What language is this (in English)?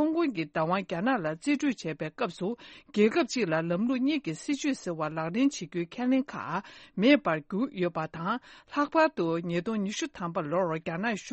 Tibetan